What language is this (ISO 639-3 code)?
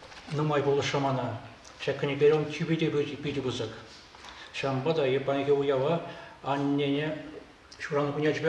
chv